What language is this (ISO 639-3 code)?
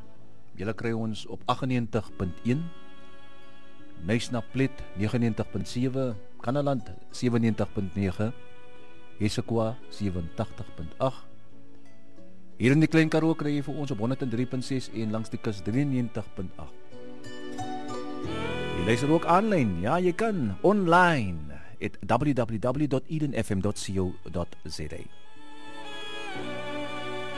afr